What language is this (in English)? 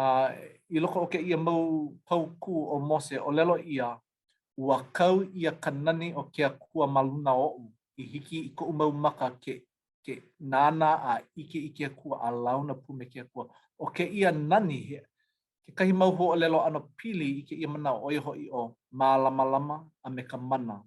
Hawaiian